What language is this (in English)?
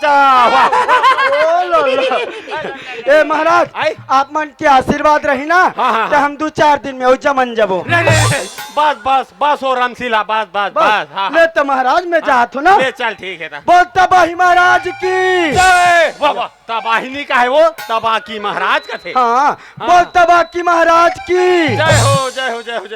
Chhattisgarhi